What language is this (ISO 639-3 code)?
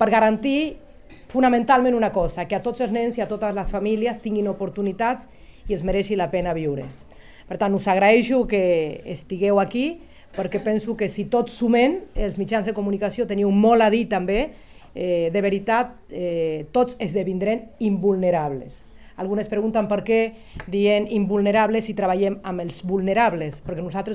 cat